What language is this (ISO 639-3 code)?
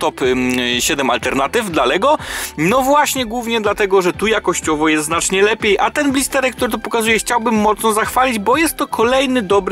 pol